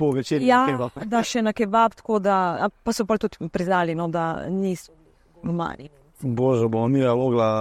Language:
Slovenian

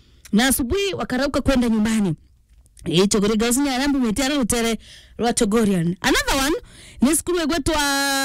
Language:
Meru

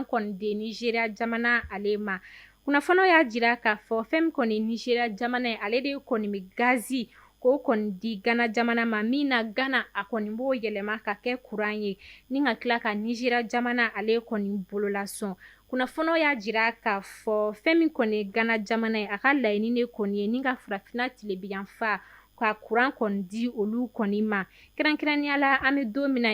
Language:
Bambara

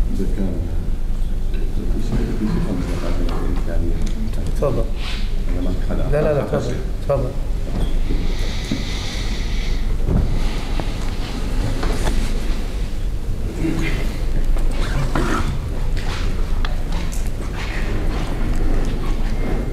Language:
Arabic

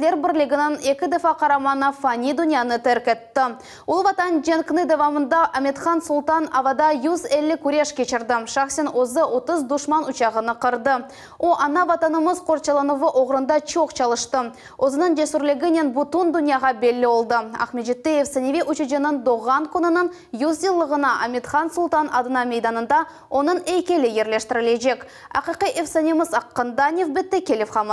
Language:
Crimean Tatar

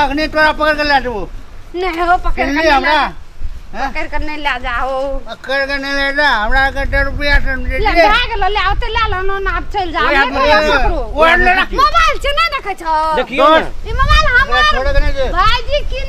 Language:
Maithili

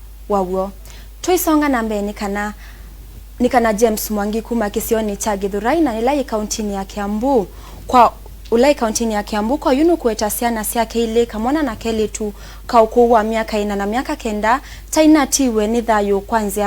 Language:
Kamba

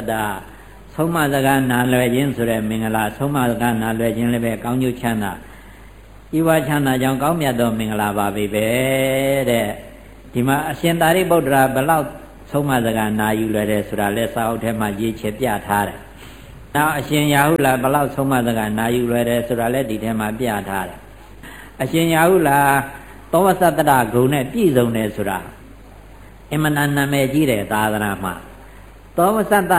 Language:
Burmese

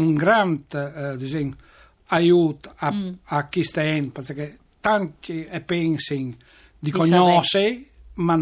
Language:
Friulian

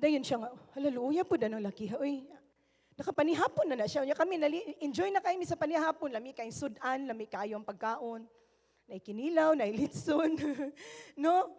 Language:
Cebuano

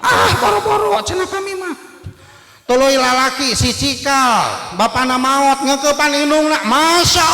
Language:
Sundanese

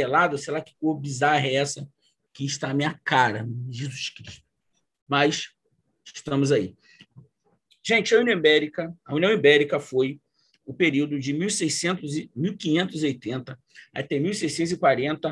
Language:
Portuguese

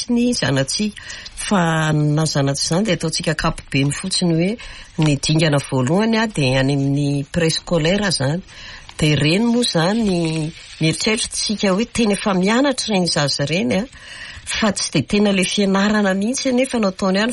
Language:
Malagasy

